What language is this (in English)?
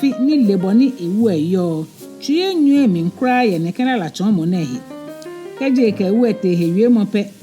Ga